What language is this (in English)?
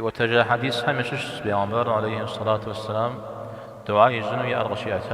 Kabardian